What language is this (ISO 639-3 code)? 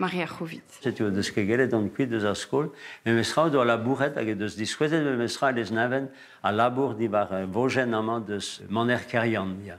bre